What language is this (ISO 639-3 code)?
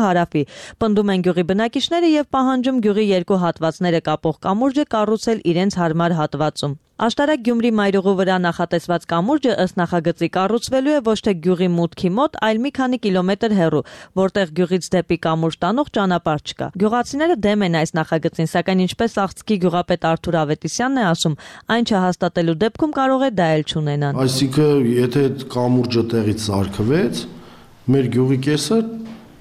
hye